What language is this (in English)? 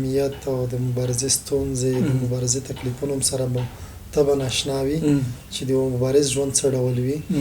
Pashto